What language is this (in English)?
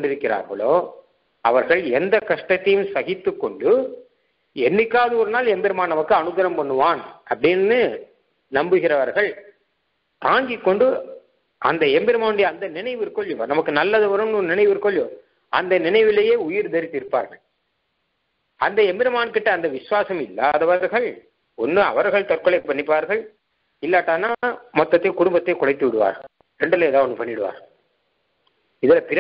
Tamil